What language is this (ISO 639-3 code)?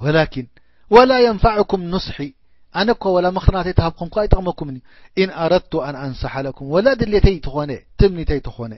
tir